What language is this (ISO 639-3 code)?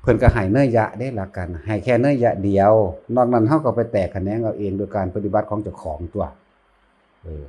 tts